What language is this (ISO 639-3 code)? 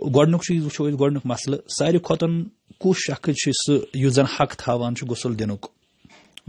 kas